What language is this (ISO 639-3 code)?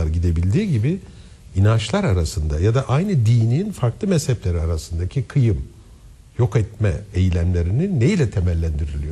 tur